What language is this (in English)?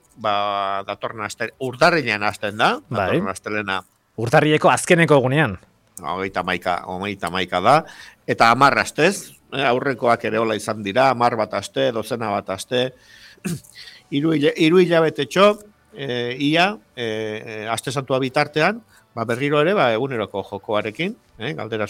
Basque